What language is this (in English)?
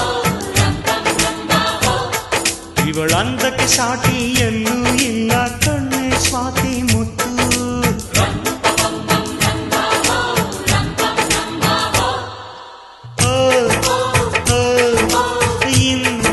Kannada